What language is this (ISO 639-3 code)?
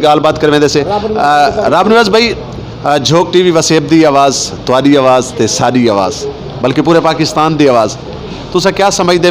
skr